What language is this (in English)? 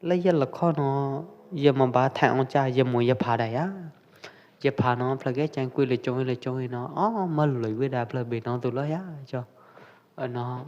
Pwo Eastern Karen